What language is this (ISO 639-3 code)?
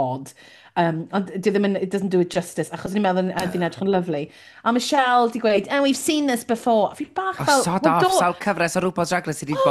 cym